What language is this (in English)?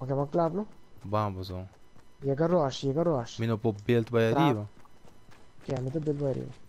Papiamento